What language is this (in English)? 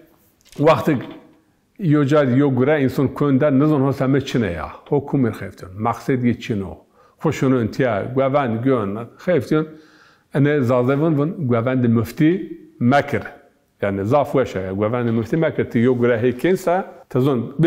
Zaza